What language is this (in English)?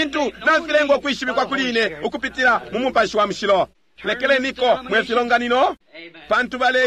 Bemba